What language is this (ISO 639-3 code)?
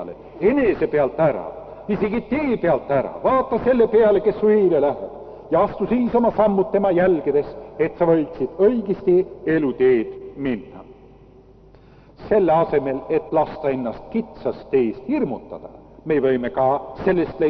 est